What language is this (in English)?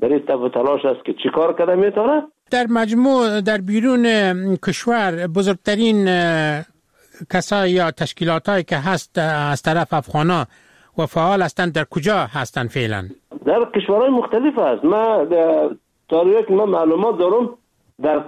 Persian